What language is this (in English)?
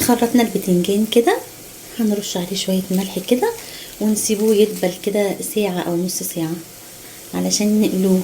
Egyptian Arabic